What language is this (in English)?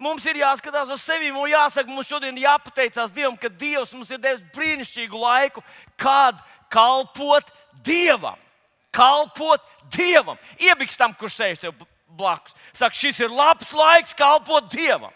Latvian